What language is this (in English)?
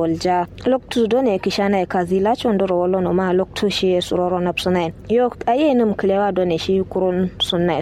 Kanuri